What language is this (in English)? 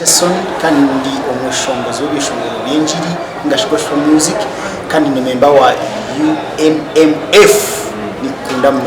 Nyankole